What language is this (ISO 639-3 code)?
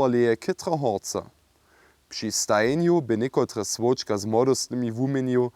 hsb